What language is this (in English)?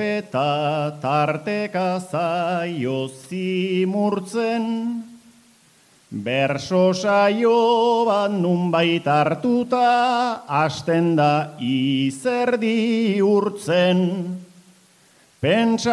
Basque